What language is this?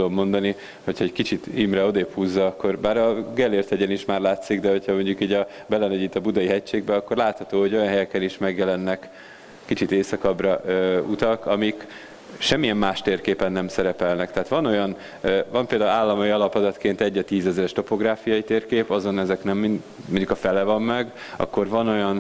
Hungarian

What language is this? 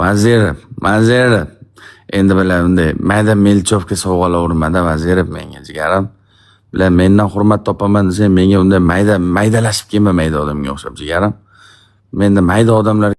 Uzbek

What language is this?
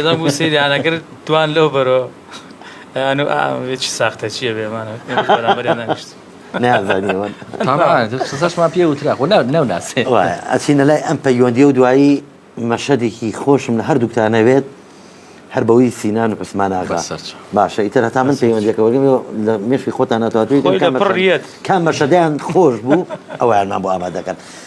Central Kurdish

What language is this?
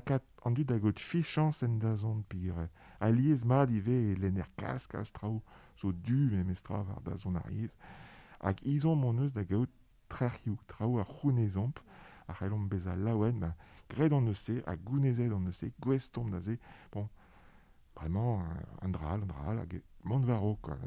Breton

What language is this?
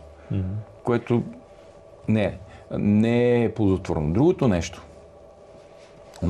Bulgarian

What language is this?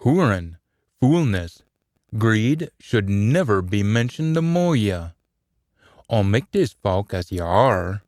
Scots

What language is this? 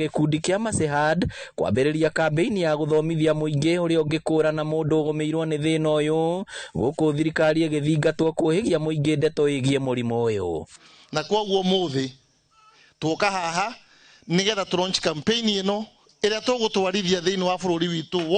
Kikuyu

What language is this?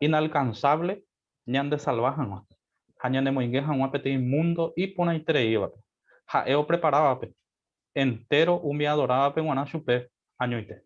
Guarani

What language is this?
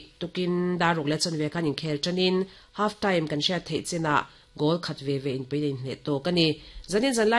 Mizo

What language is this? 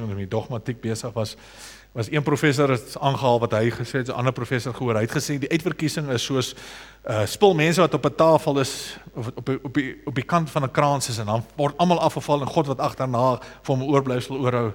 Afrikaans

